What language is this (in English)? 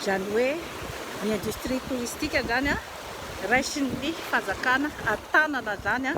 Malagasy